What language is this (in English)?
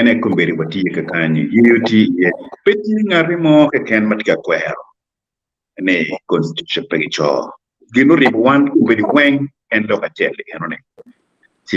Acoli